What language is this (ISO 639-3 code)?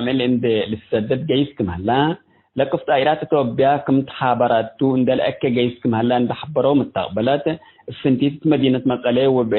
tig